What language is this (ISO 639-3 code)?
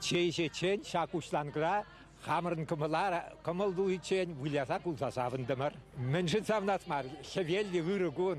chv